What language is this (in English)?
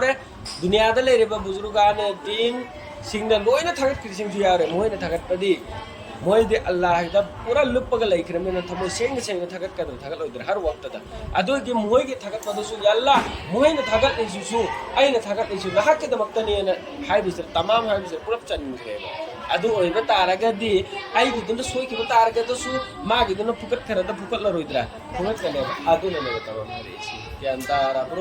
Manipuri